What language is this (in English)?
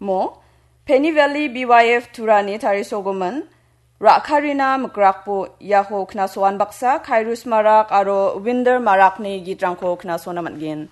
Garo